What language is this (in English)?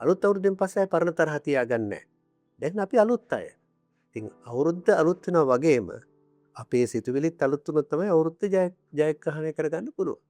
Sinhala